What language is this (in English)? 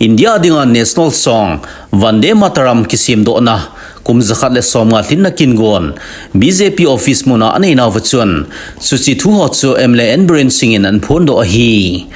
Thado Chin